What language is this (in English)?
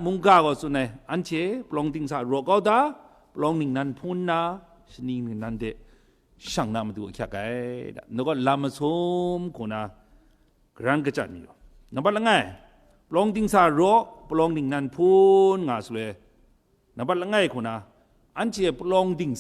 Kachin